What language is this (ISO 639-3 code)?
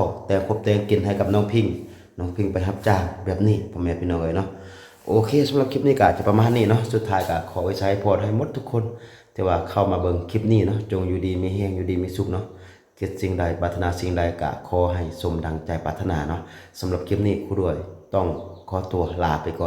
lao